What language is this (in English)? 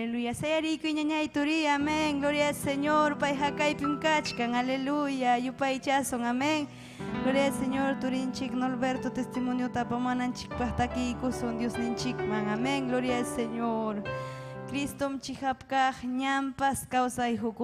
Ayacucho Quechua